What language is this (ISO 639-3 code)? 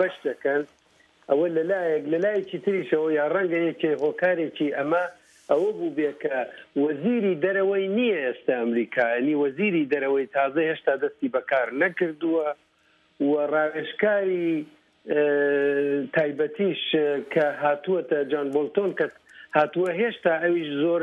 ckb